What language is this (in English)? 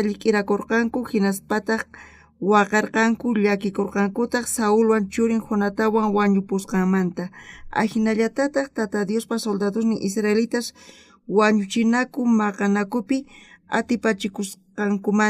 South Bolivian Quechua